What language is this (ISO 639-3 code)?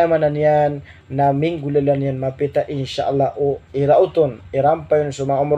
mrw